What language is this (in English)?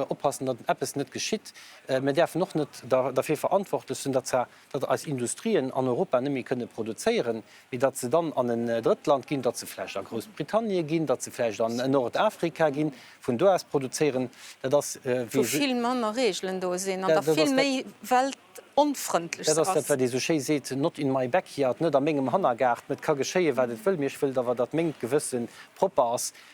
Luxembourgish